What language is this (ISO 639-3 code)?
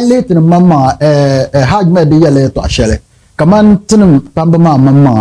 dag